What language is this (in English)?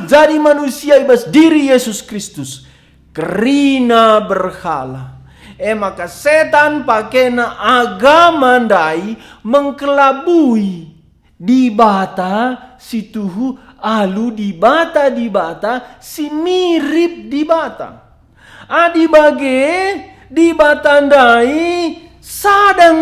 Batak Karo